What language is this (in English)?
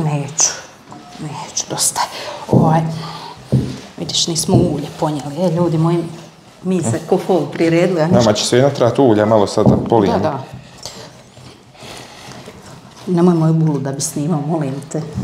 Croatian